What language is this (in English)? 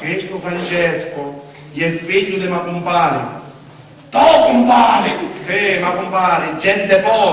Sicilian